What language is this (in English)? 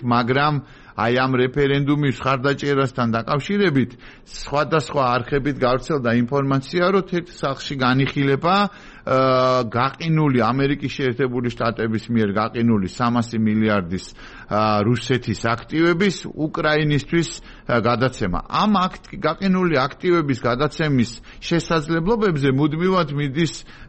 Georgian